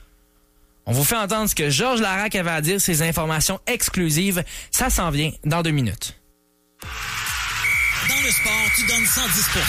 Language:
French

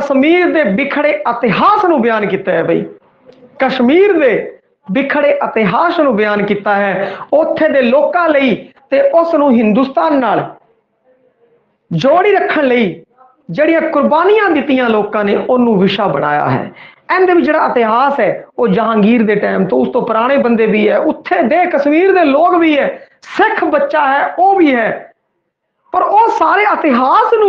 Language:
Punjabi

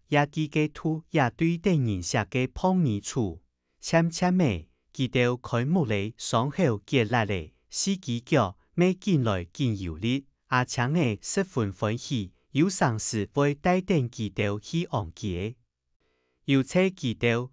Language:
Hakka Chinese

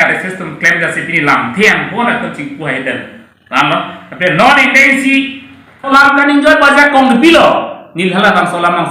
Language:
Karbi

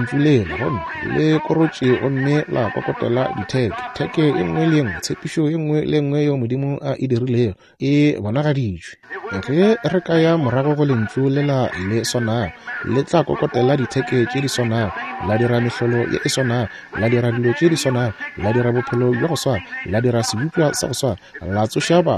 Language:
Northern Sotho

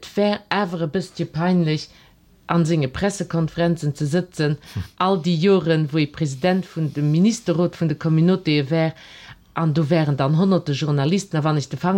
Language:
Luxembourgish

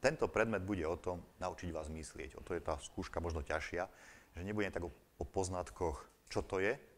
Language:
Slovak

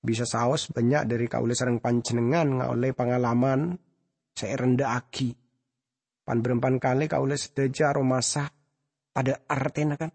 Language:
Madurese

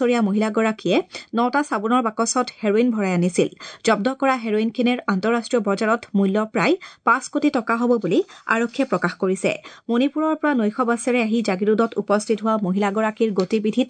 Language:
Assamese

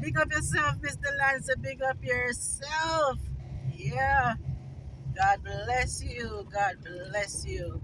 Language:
Jamaican Creole English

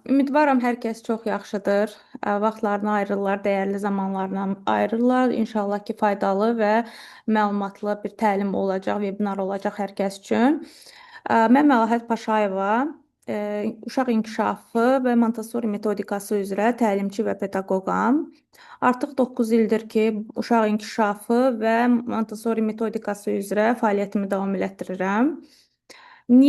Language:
Azerbaijani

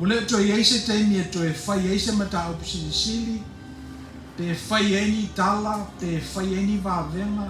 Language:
Samoan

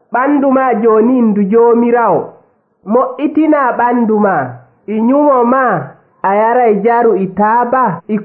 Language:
Nigerian Fulfulde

